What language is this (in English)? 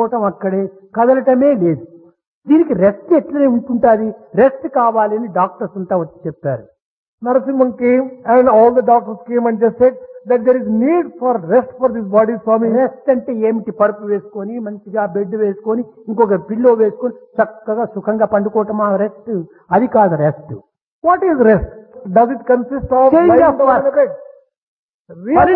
Telugu